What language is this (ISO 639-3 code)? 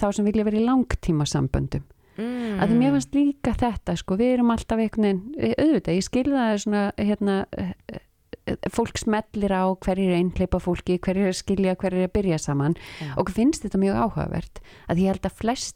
isl